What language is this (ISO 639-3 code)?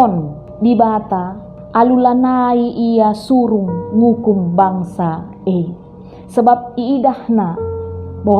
btx